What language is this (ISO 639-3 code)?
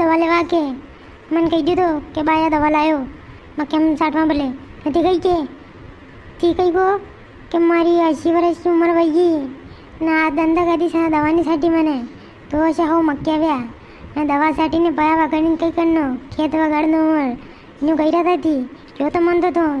raj